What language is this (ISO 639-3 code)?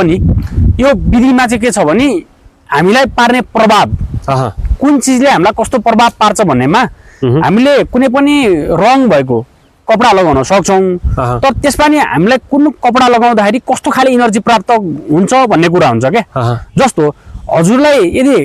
nep